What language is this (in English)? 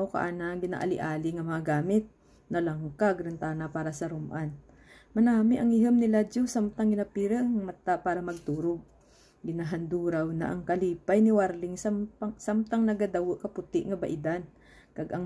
Kinaray-a